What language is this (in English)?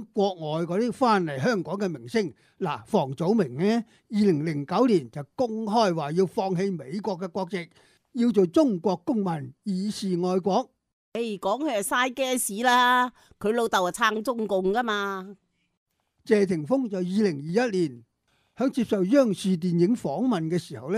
Cantonese